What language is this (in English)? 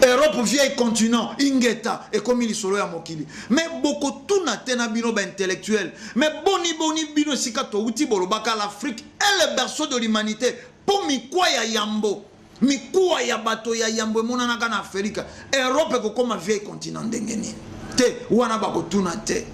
Lingala